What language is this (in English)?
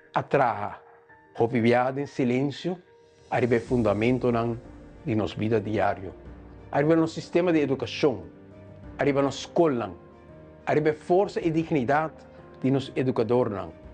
Papiamento